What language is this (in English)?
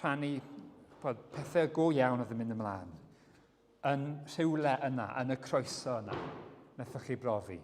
Welsh